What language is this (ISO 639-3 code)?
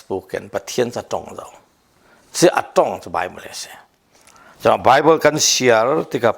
cfm